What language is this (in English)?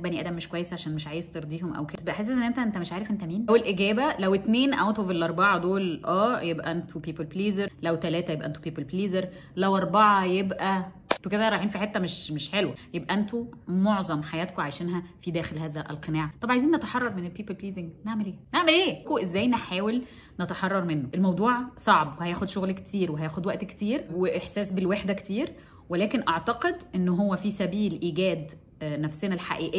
Egyptian Arabic